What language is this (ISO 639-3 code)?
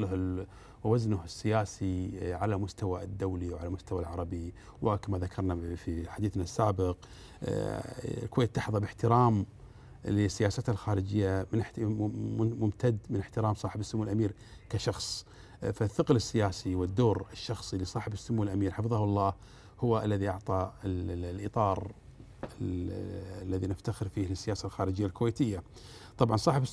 ara